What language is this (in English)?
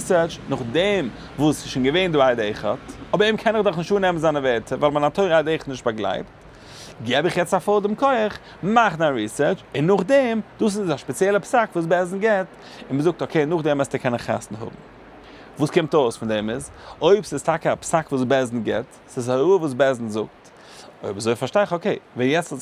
Yiddish